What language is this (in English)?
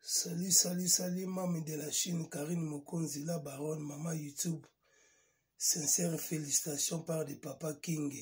Lingala